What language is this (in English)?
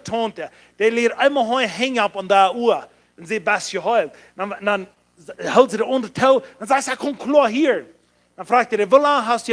Plautdietsch